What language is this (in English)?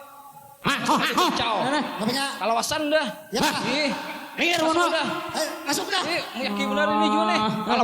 Banjar